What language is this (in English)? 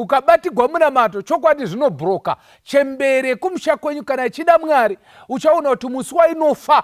Shona